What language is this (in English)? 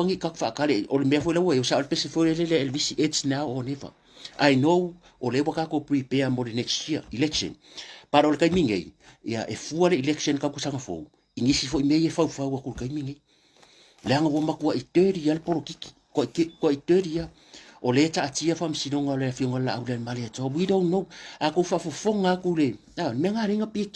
Samoan